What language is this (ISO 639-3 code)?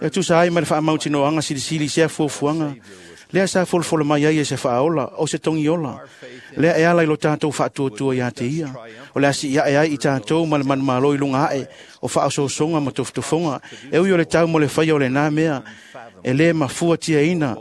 smo